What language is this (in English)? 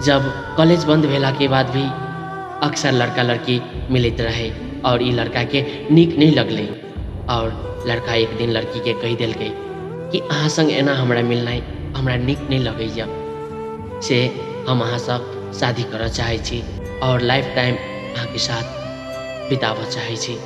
Maithili